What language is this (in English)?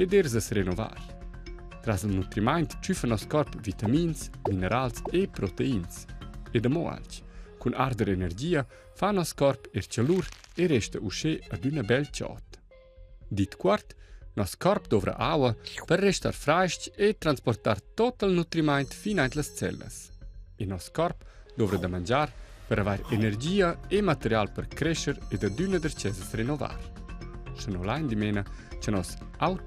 Romansh